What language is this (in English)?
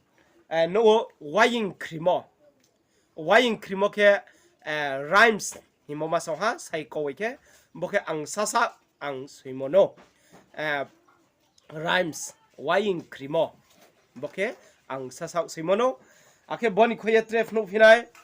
Riang (India)